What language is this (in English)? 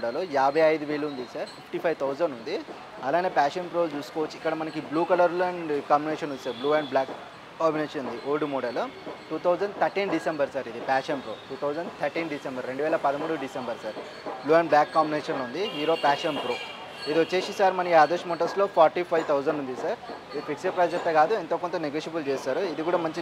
Telugu